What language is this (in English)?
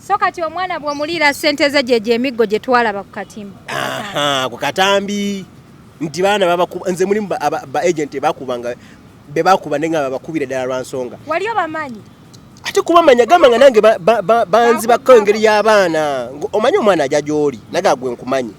Ganda